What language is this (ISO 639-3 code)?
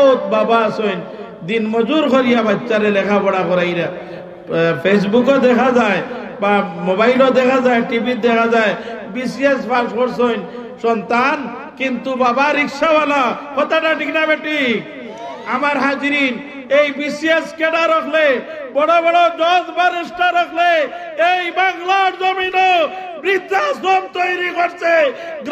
syl